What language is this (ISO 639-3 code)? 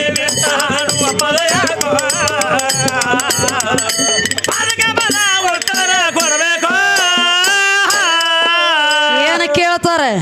kan